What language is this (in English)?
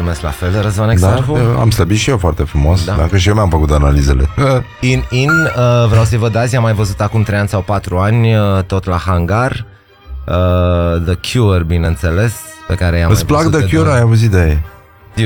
Romanian